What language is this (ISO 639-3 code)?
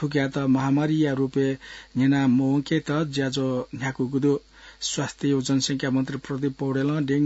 new